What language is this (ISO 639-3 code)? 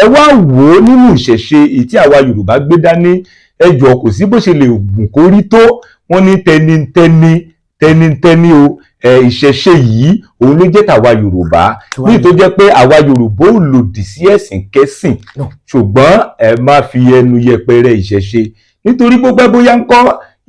yor